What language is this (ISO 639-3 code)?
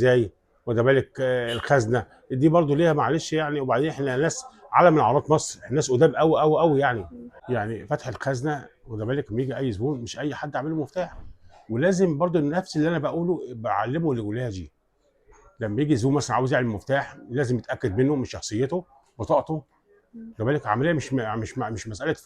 arz